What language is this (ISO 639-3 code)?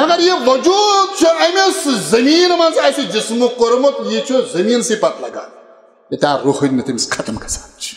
kas